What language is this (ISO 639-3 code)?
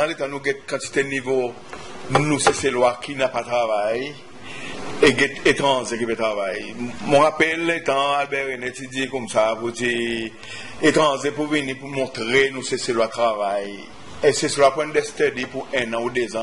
crs